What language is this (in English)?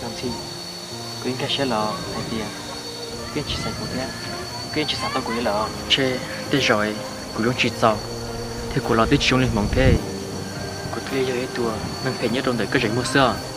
Hmong